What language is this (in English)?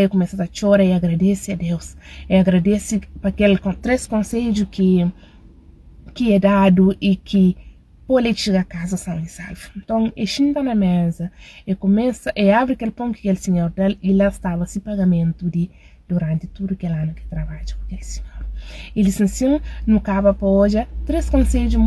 Kabuverdianu